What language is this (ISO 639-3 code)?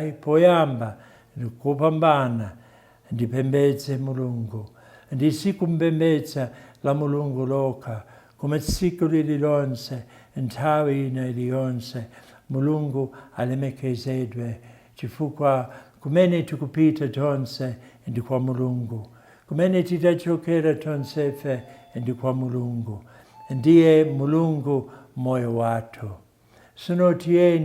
nya